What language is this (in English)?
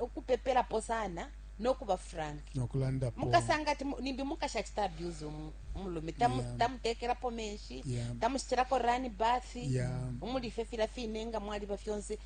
Bemba